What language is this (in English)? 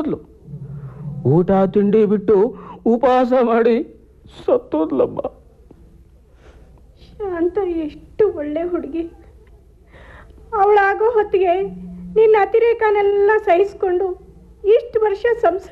Kannada